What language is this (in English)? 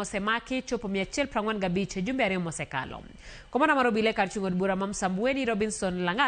Luo (Kenya and Tanzania)